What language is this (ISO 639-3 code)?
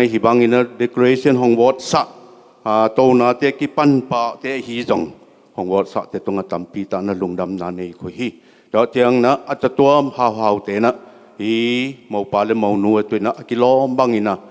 ctd